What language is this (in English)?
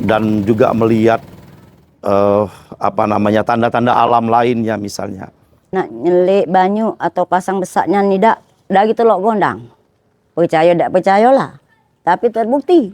Musi